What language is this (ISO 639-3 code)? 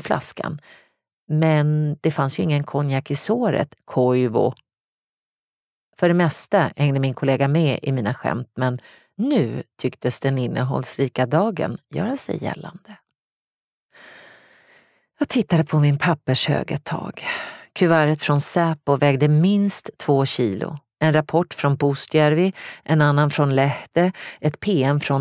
swe